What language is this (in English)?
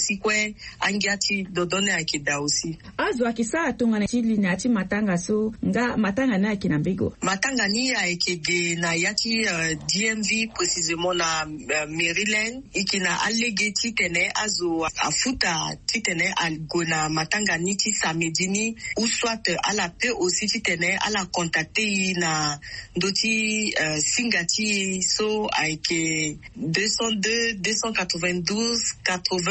Sango